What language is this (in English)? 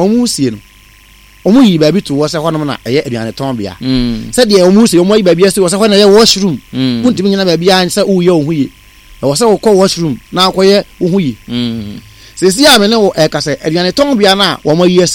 Akan